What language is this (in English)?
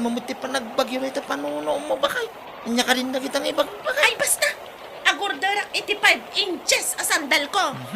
Iloko